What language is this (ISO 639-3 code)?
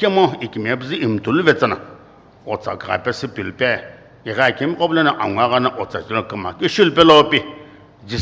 nsm